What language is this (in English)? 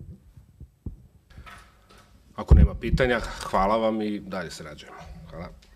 Serbian